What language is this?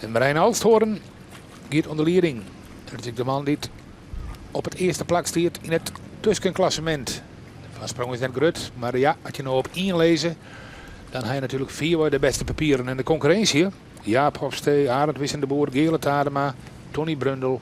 Western Frisian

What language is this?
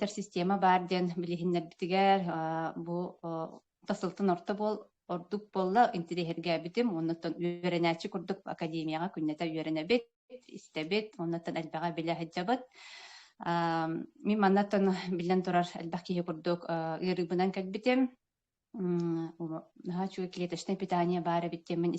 Yakut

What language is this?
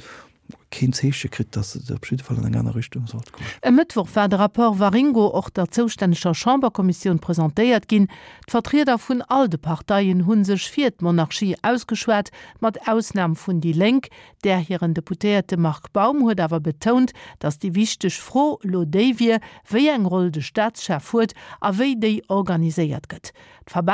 Luxembourgish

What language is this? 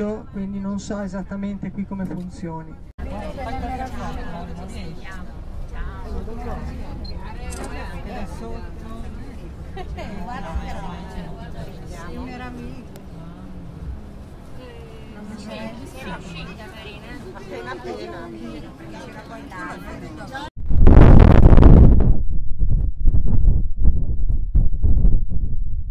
Italian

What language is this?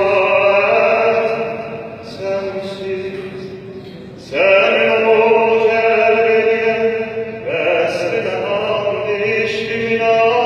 South Azerbaijani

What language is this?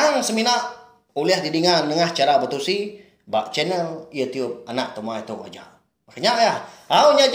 Iban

